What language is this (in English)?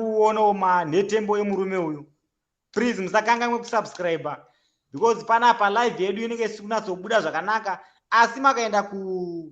Shona